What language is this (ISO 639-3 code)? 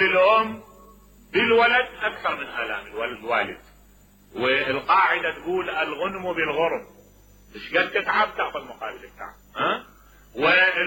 acm